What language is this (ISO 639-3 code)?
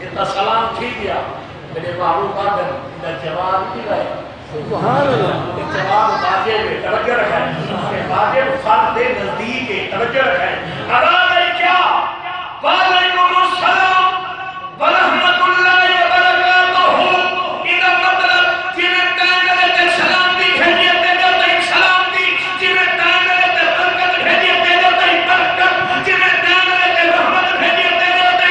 skr